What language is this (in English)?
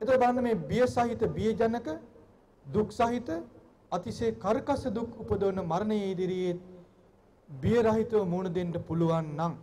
Sinhala